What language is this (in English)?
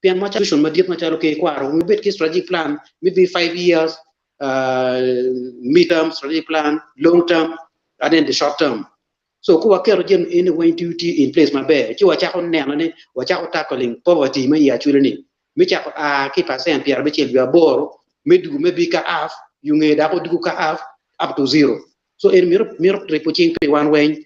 Acoli